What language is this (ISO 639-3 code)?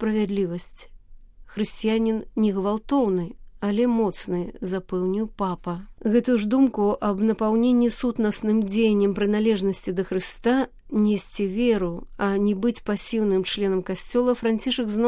bel